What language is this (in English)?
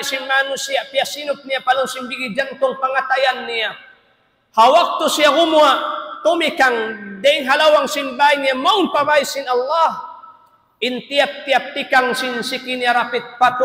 Tausug